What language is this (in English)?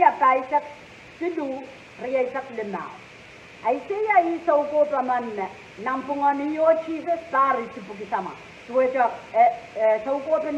Pohnpeian